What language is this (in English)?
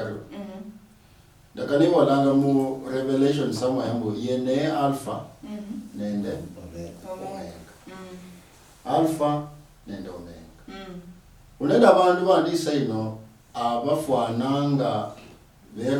Luyia